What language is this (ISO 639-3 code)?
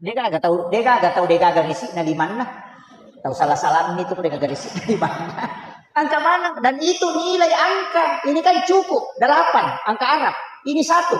bug